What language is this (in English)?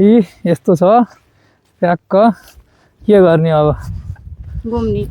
Nepali